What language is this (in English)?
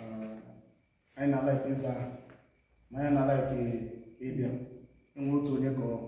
Igbo